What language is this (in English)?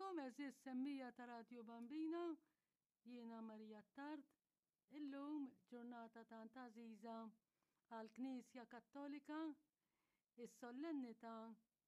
Maltese